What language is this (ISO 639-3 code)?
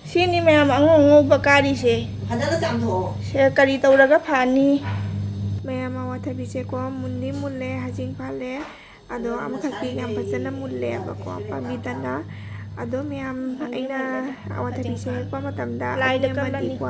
mni